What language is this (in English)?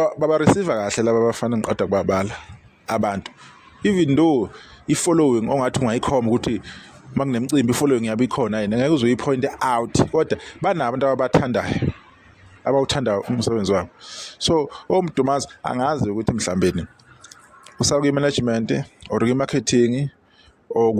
Zulu